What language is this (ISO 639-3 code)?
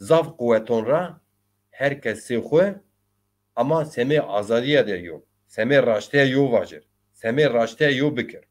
zza